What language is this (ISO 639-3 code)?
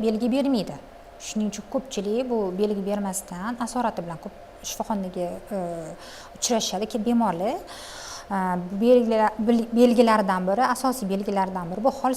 uzb